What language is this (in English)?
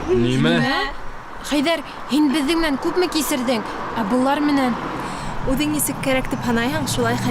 Bashkir